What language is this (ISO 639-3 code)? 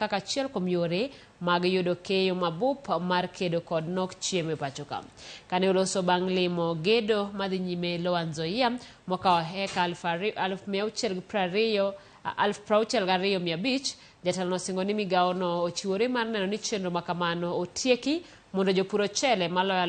luo